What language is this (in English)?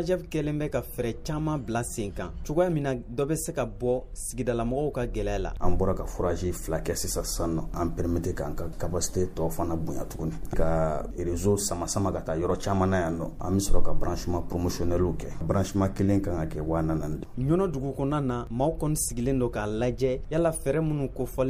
Bambara